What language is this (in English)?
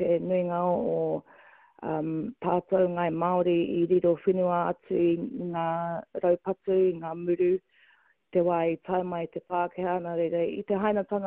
Māori